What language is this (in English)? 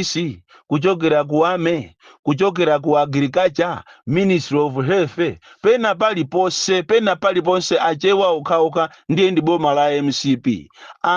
Nyanja